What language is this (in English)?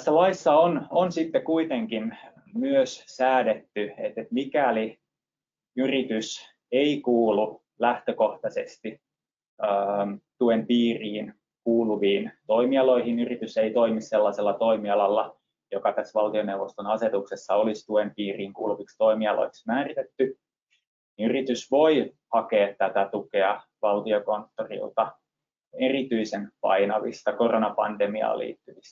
Finnish